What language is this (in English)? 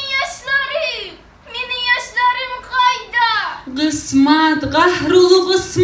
Kumyk